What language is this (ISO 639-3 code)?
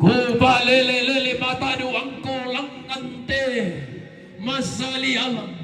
sda